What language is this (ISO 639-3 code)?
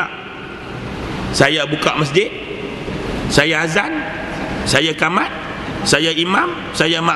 msa